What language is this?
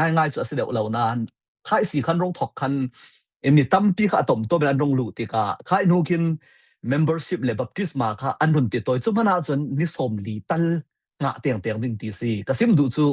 Falam Chin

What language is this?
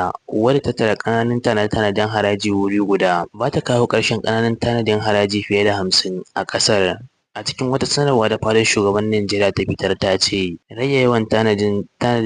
Hausa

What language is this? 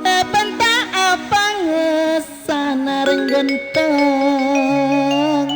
Madurese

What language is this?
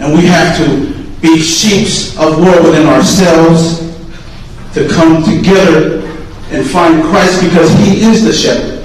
Tongan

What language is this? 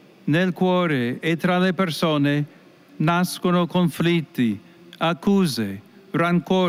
Italian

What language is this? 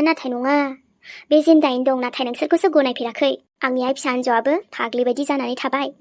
Bodo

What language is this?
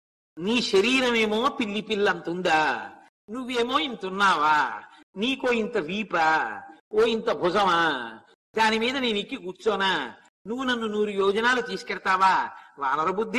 Telugu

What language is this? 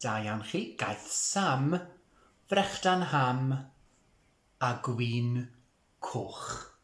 Welsh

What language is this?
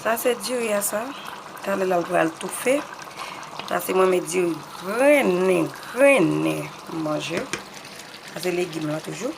Haitian Creole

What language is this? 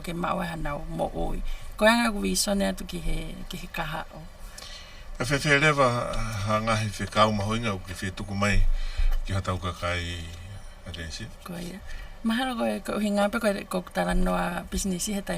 Tongan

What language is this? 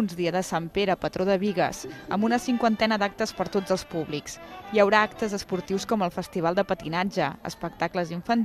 Catalan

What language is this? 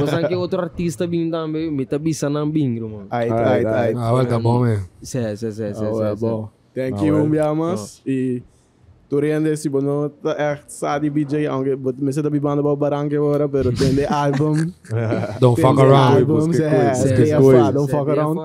Papiamento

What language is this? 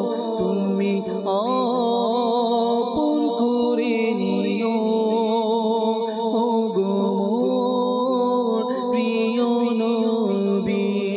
Bangla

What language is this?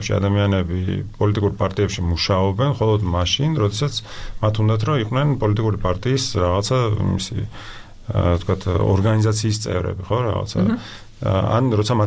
Georgian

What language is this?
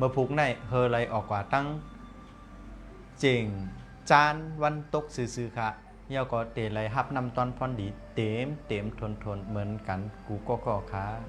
Shan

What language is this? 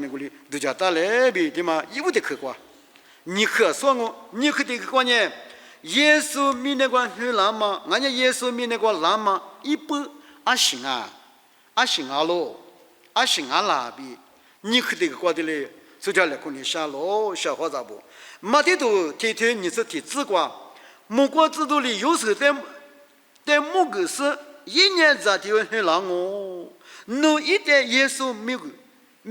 Lisu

